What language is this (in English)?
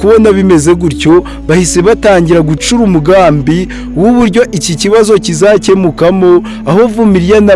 Kinyarwanda